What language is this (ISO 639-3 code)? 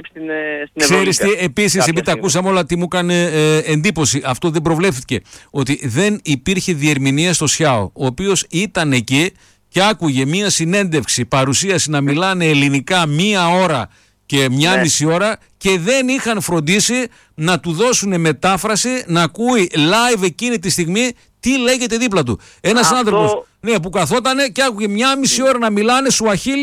ell